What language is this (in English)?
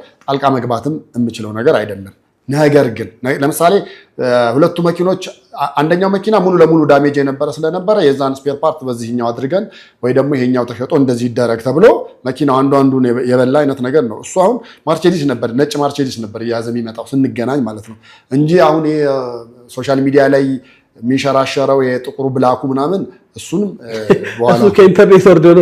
Amharic